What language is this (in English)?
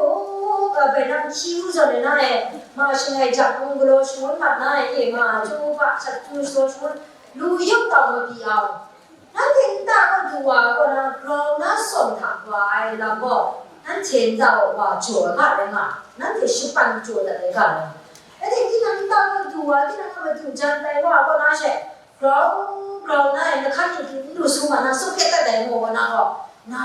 Kachin